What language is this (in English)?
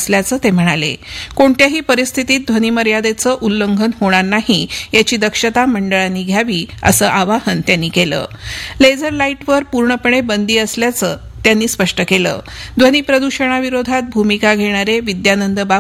Marathi